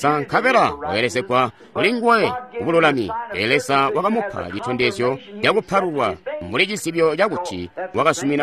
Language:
Tonga (Zambia)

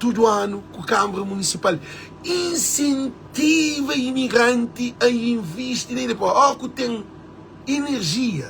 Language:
Kabuverdianu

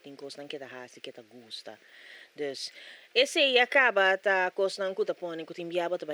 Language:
Papiamento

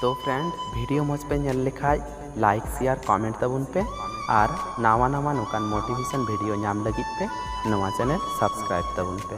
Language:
Santali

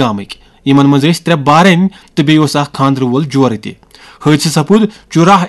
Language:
Kashmiri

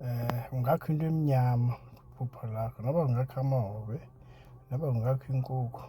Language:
Zulu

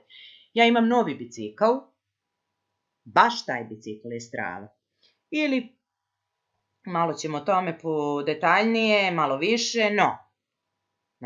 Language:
Serbian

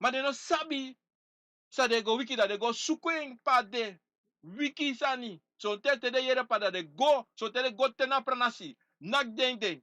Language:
Sranan Tongo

